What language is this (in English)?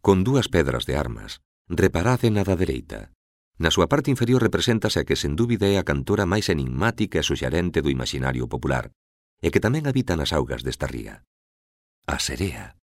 Galician